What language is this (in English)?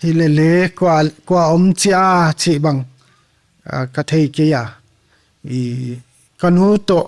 Paite Chin